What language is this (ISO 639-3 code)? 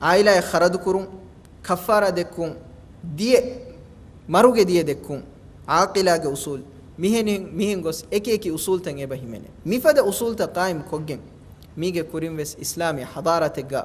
div